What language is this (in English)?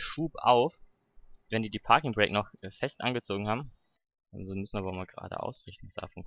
German